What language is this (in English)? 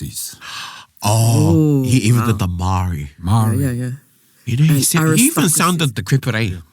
Māori